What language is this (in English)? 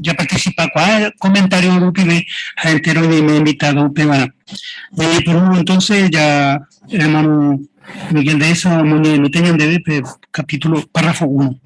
Guarani